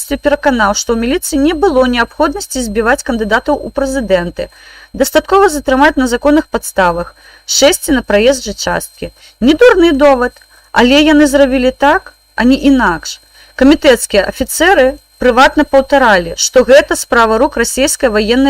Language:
Belarusian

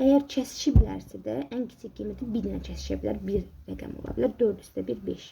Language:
Azerbaijani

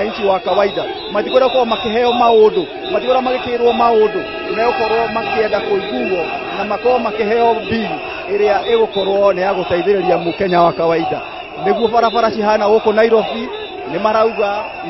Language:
Kikuyu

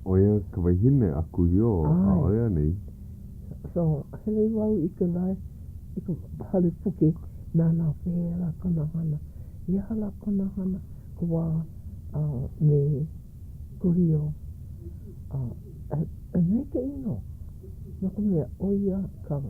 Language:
Hawaiian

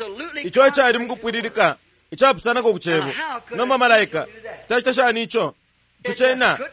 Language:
Bemba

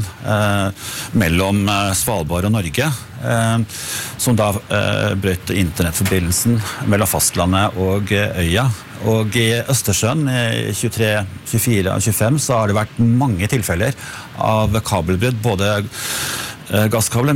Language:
Norwegian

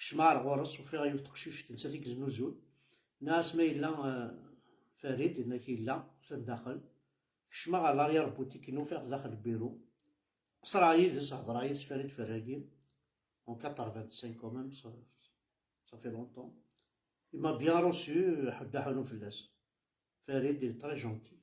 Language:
Kabyle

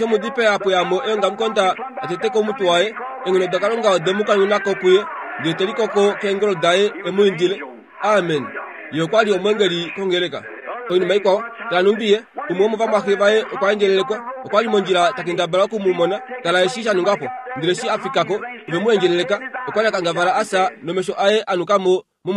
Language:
Kuanyama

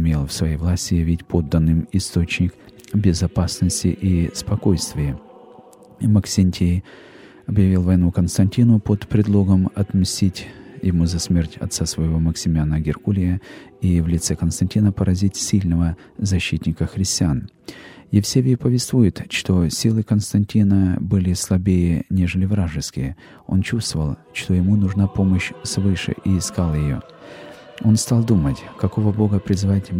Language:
Russian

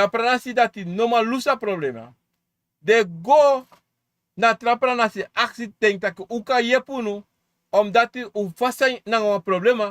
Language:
Sranan Tongo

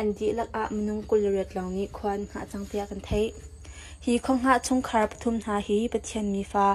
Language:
Hakha Chin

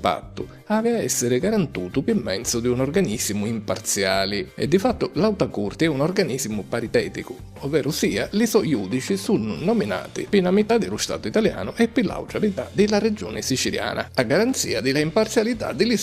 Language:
Sicilian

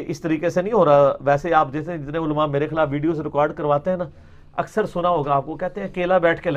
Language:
Urdu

